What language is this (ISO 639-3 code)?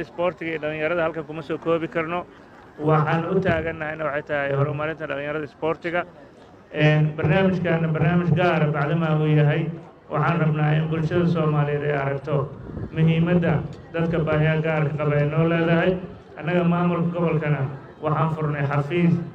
som